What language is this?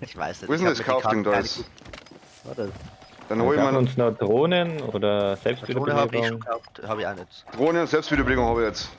Bavarian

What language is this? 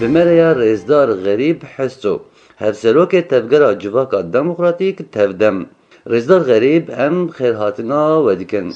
Kurdish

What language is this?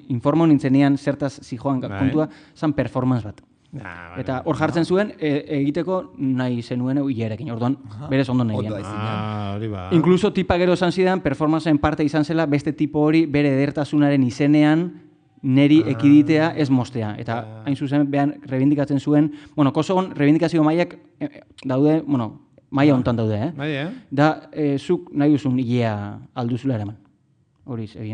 Basque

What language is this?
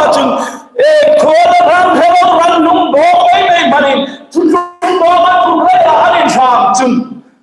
Hmar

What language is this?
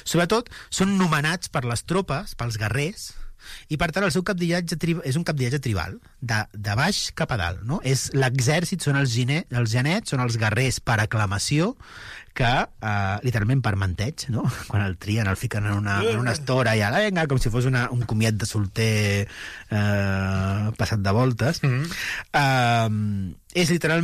Catalan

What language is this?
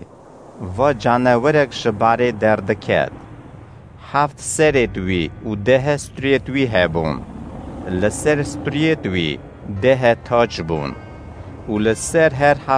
Kurdish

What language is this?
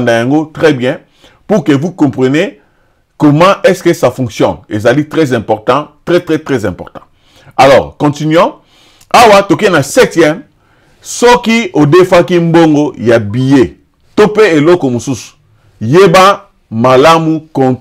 Lingala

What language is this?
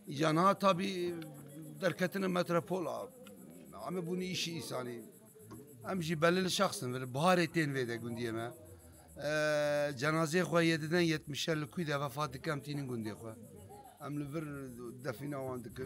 Kurdish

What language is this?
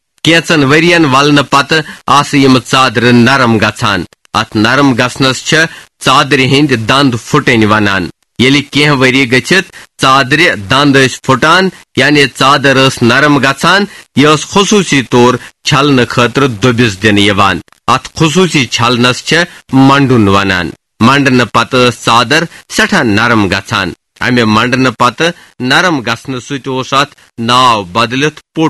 Kashmiri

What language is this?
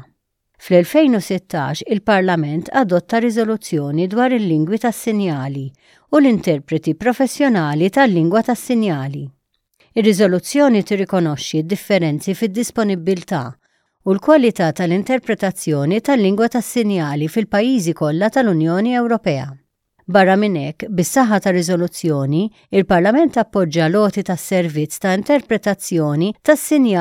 Maltese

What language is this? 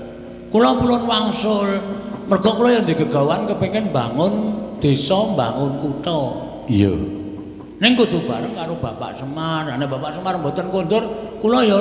Javanese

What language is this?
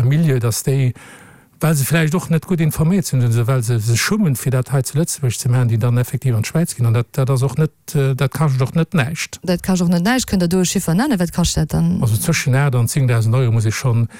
Luxembourgish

